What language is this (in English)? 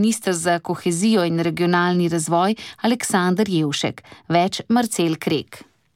Slovenian